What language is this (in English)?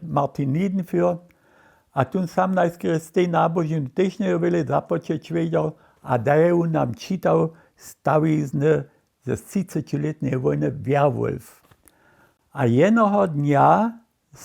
Upper Sorbian